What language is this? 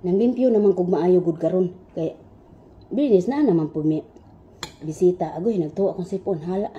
Cebuano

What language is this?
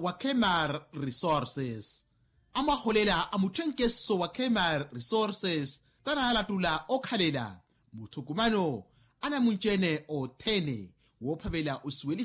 Makhuwa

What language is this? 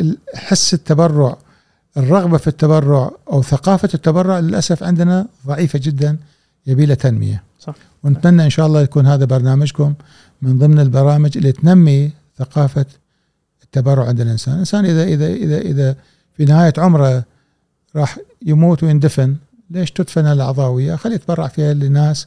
Gulf Arabic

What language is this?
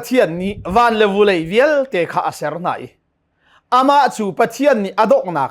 Hakha Chin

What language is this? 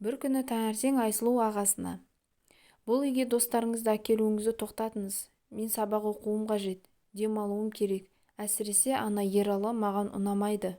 Kazakh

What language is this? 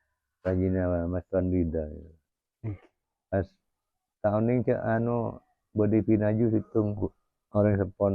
Madurese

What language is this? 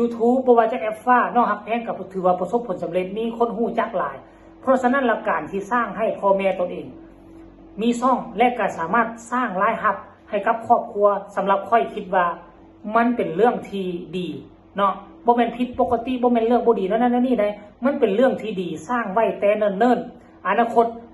Lao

